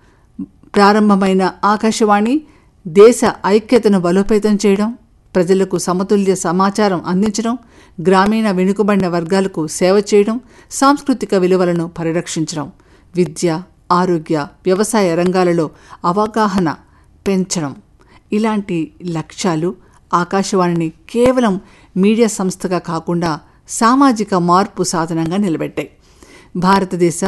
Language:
Telugu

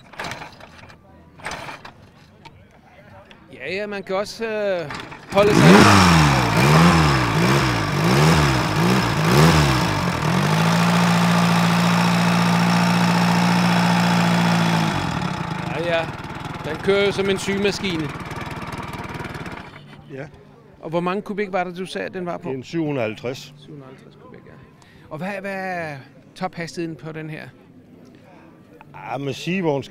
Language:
Danish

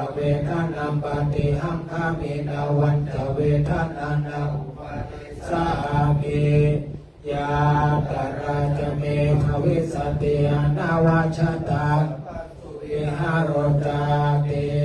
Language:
Pali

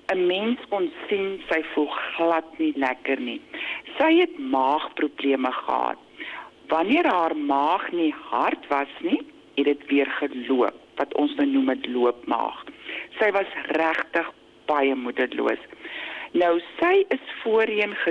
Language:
Afrikaans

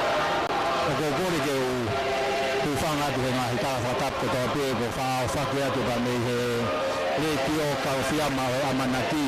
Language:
Tongan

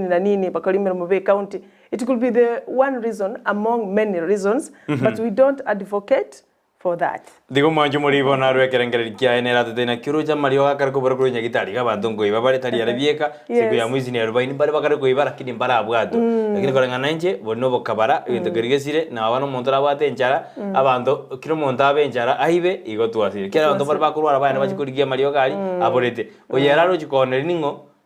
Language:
Gusii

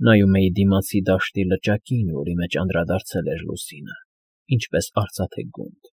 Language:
Armenian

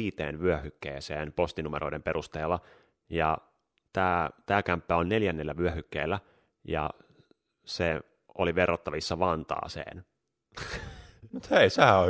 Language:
Finnish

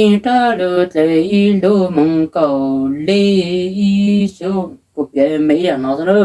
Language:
Hmong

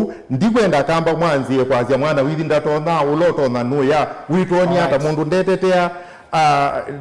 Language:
Kamba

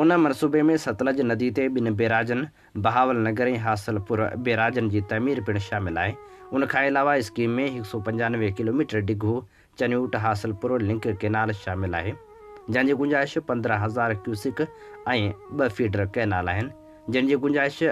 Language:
Sindhi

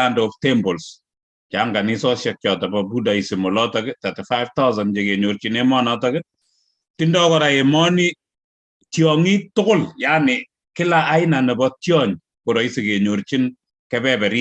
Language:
Kalenjin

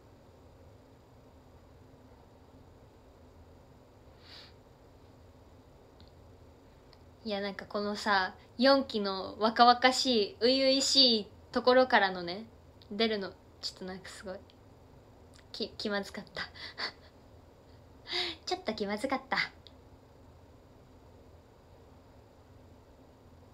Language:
Japanese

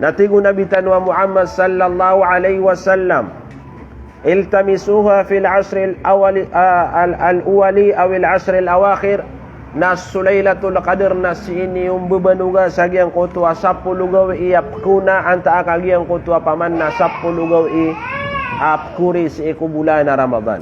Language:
Maranao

